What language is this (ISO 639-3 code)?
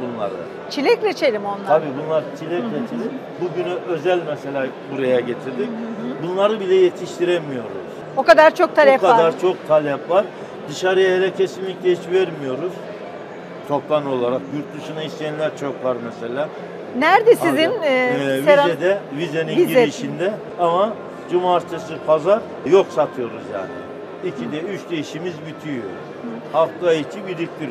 tur